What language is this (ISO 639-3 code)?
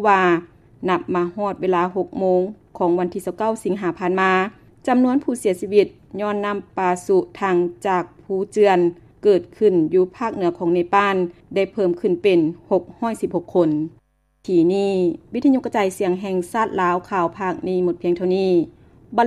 lao